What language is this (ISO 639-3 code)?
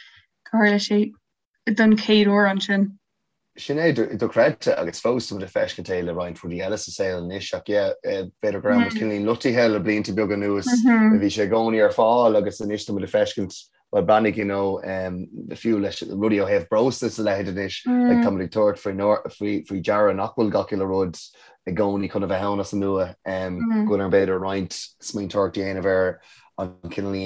gle